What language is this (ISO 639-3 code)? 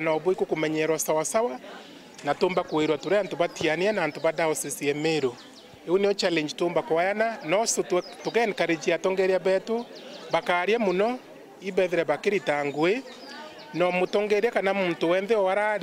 mer